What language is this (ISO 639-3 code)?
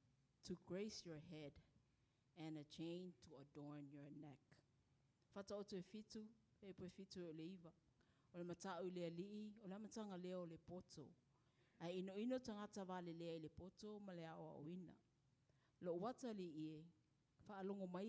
smo